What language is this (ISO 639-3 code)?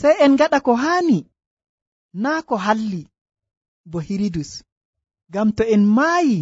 fuv